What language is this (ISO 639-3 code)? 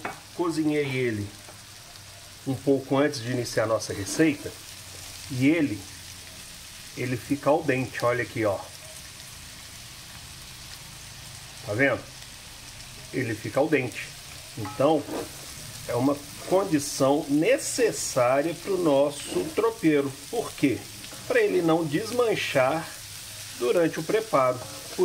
por